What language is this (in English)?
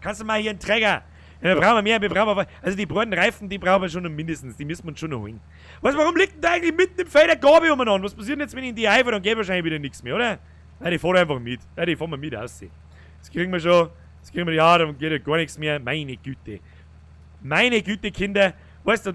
Bavarian